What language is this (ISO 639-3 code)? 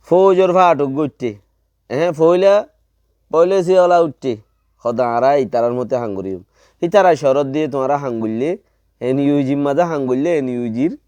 rhg